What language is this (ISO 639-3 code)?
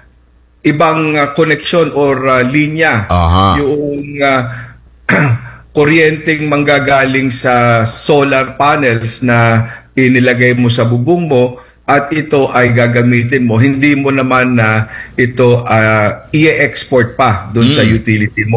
fil